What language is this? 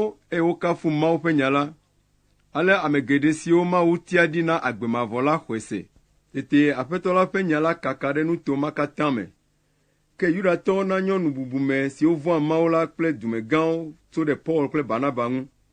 Ewe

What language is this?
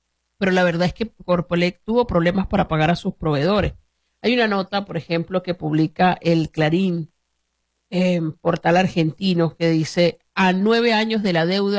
Spanish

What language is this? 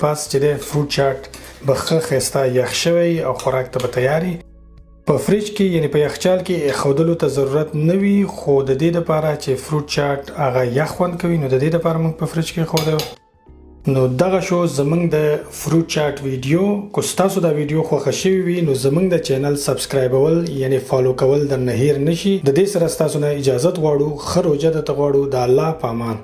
Pashto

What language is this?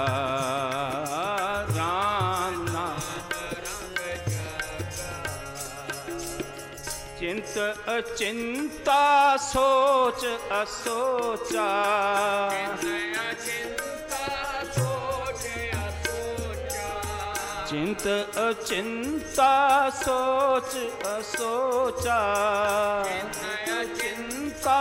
Punjabi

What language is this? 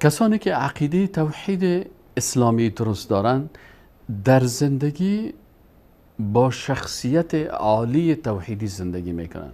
Persian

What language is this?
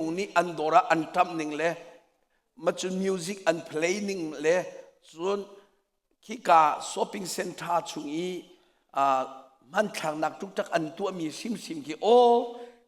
Hakha Chin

